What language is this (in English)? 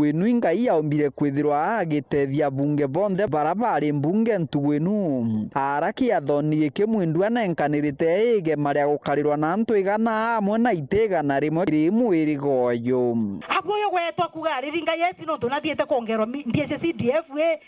Meru